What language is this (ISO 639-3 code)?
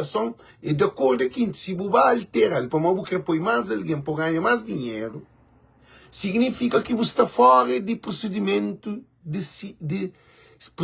kea